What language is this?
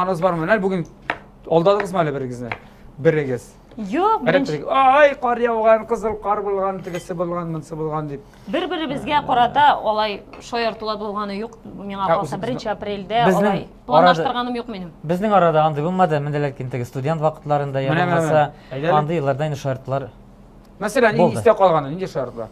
Tatar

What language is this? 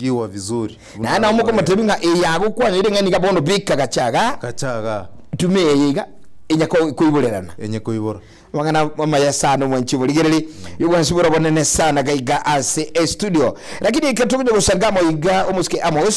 Gusii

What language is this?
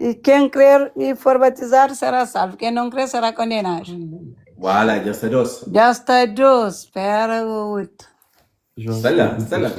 Kabuverdianu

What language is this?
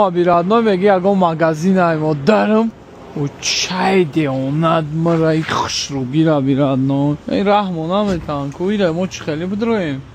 Tajik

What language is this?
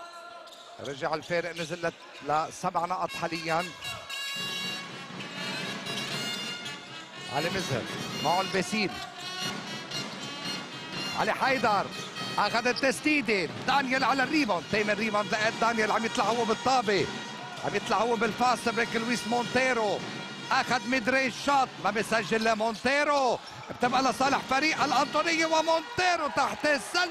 North Levantine Arabic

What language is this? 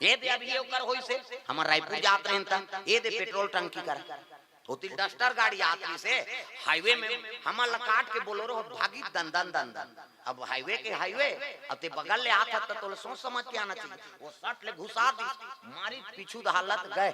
Chhattisgarhi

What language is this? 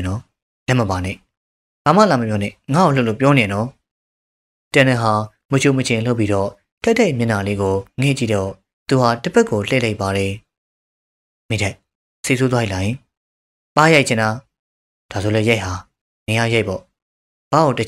Burmese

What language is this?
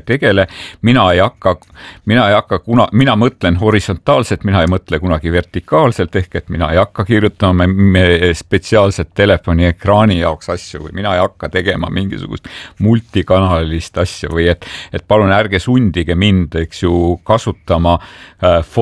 Estonian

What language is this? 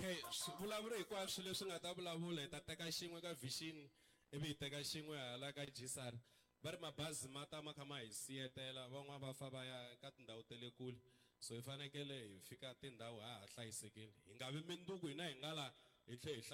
Tsonga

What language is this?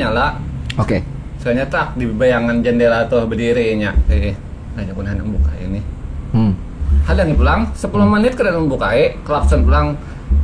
Banjar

